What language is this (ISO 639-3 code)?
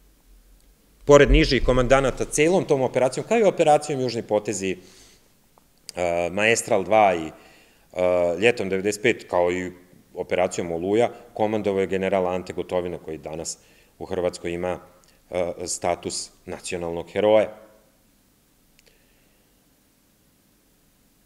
srp